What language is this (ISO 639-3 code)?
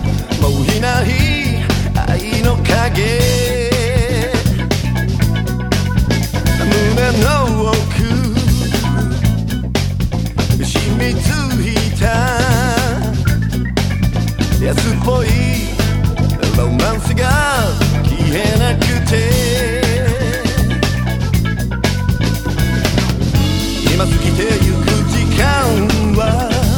jpn